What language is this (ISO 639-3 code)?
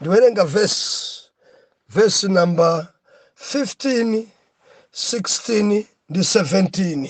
nya